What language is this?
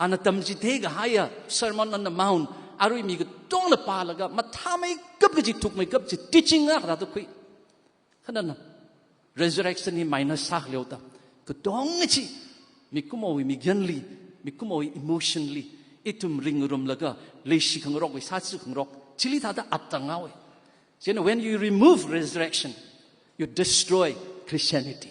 Tangkhul Naga (India)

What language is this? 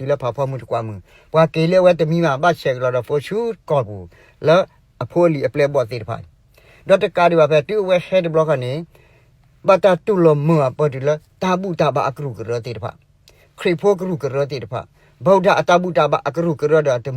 S'gaw Karen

